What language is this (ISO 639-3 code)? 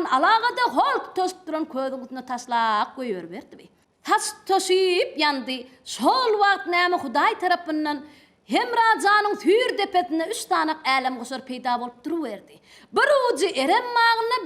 tuk